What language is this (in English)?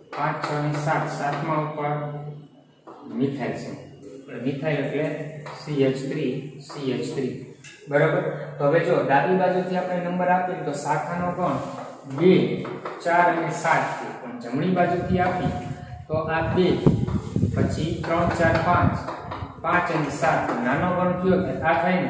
Gujarati